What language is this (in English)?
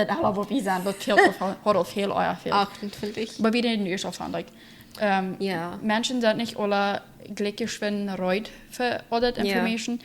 Plautdietsch